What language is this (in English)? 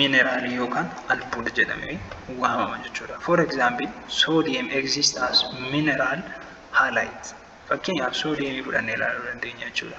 Oromo